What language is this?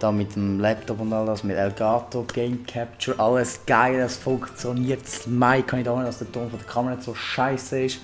Swiss German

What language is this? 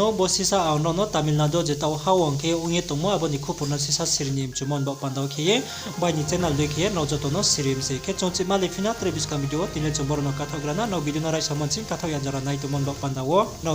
Riang (India)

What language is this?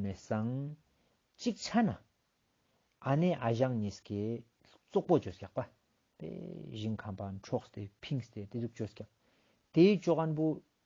Ladakhi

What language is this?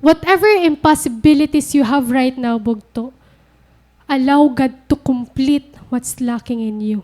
Waray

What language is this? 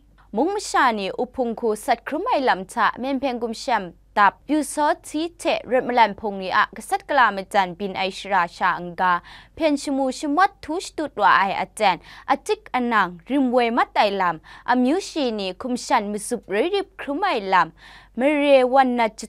Kachin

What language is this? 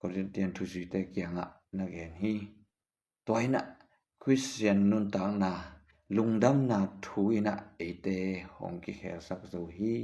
Tedim Chin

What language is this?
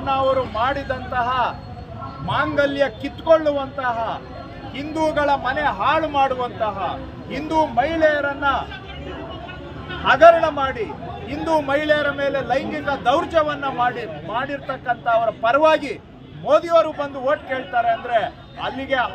Kannada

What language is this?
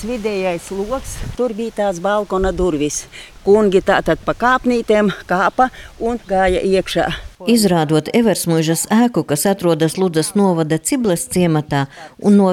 Latvian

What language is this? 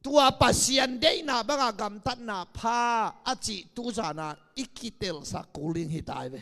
Tedim Chin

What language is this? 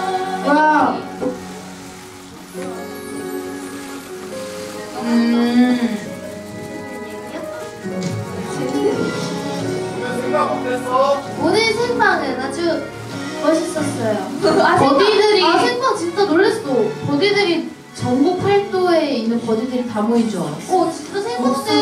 Korean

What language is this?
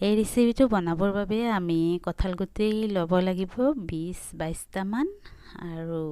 Assamese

